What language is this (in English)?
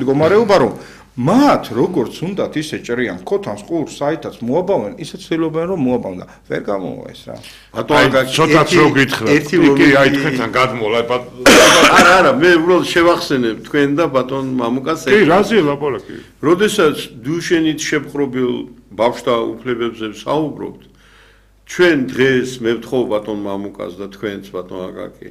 Georgian